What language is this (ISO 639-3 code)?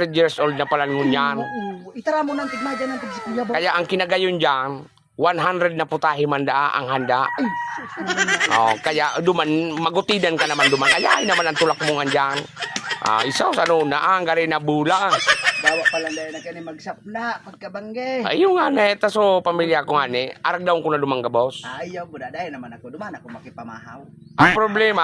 bik